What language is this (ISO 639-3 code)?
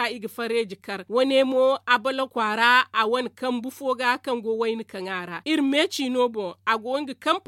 dje